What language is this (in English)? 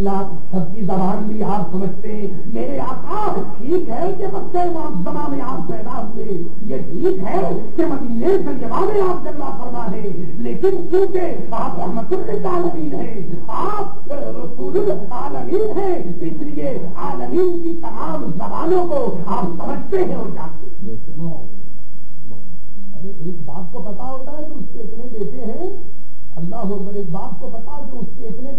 Urdu